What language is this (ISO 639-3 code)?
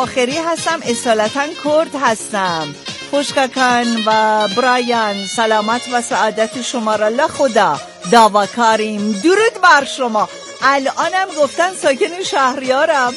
fas